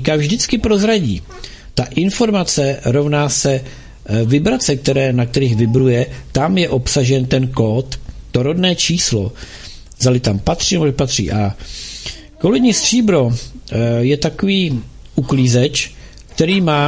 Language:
Czech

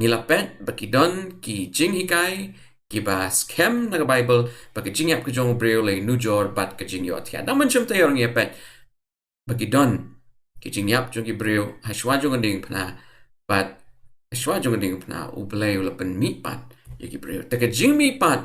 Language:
Khasi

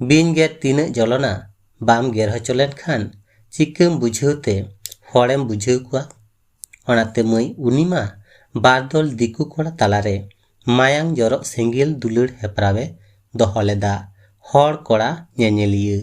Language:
Santali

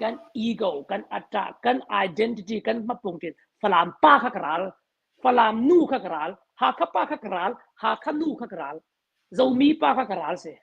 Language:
Hakha Chin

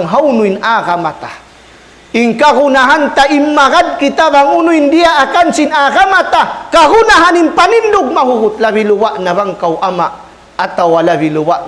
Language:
Tausug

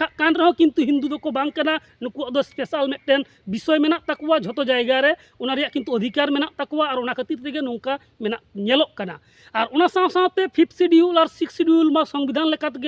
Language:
Santali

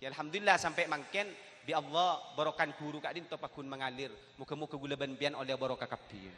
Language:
Madurese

